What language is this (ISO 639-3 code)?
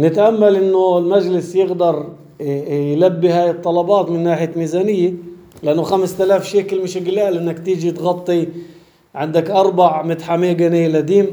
apc